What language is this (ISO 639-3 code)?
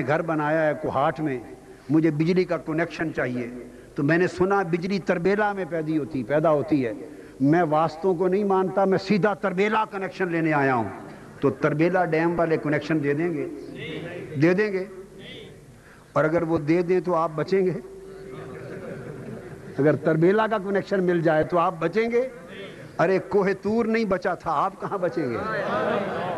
urd